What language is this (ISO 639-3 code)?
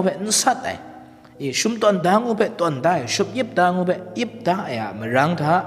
kac